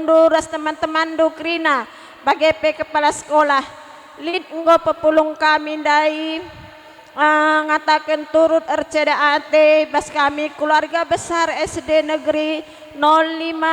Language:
Batak Karo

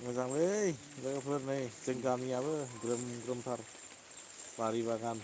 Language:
Bodo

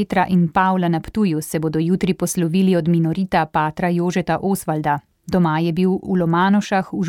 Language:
Slovenian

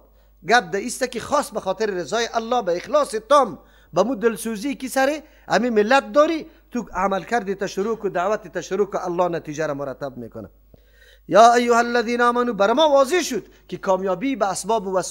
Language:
Persian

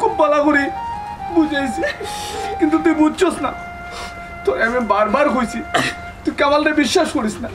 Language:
Sylheti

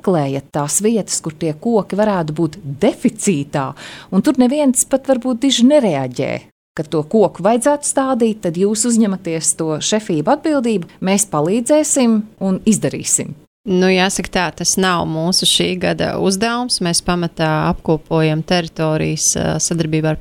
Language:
Latvian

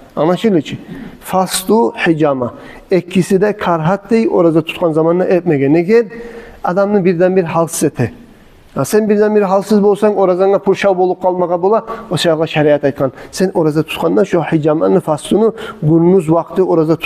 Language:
Kumyk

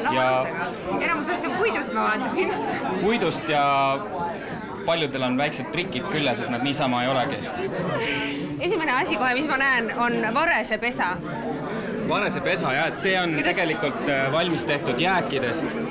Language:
Estonian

